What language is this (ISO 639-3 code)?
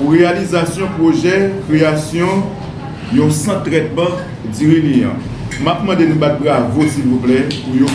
hat